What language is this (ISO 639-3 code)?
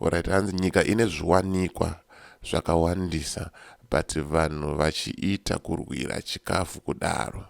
sna